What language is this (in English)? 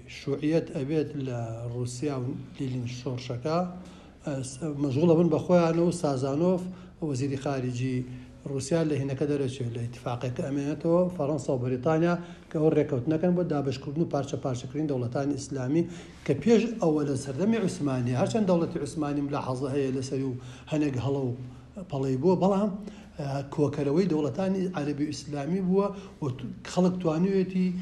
Central Kurdish